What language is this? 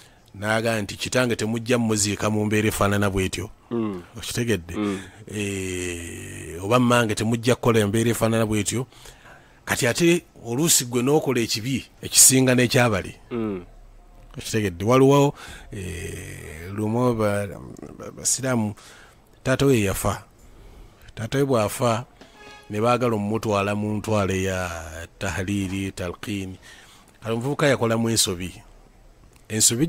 Ganda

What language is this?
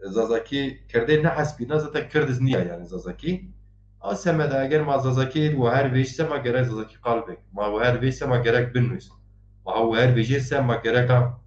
Zaza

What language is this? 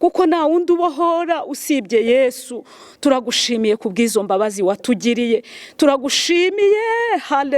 Kinyarwanda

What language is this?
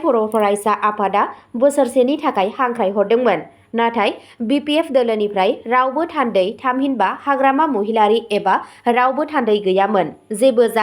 Bodo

